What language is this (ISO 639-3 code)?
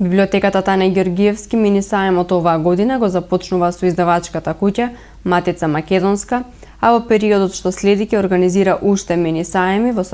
mkd